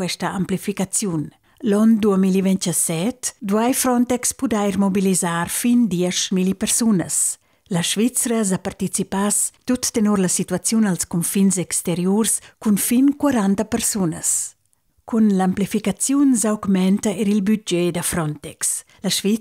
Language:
Romansh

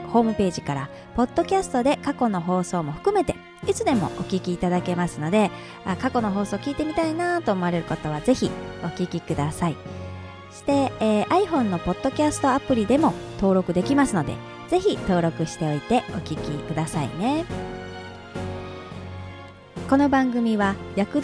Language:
Japanese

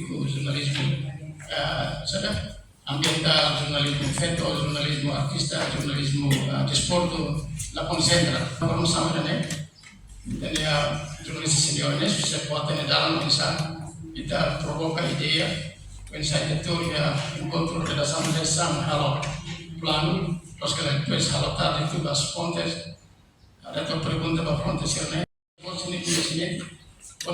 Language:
Tetum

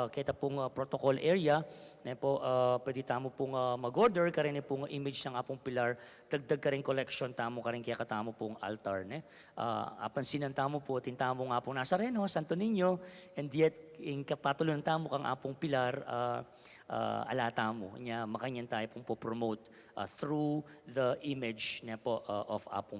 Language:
Pampanga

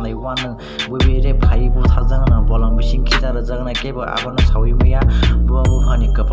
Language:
Kok Borok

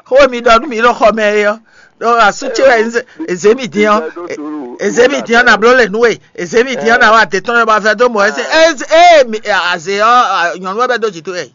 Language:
Fon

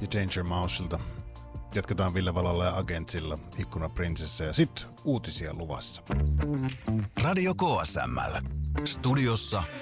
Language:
Finnish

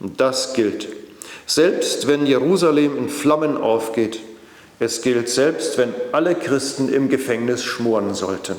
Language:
Swiss German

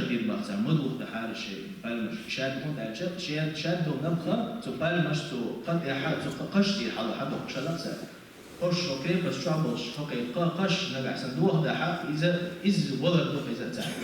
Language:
Chechen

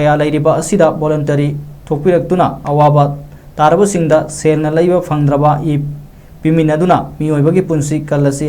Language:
Manipuri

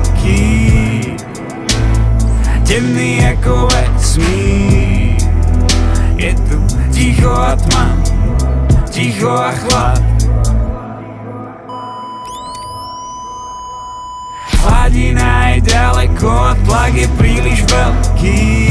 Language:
Slovak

